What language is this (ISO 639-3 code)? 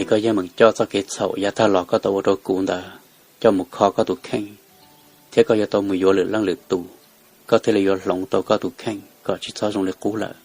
hmn